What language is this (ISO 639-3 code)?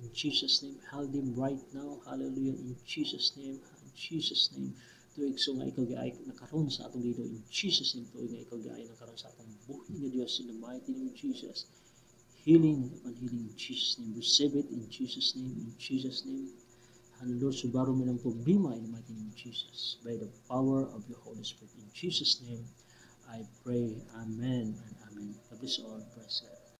ceb